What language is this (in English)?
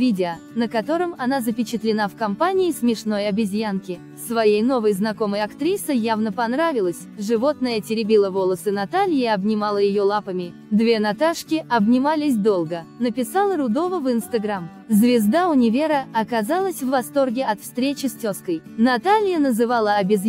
Russian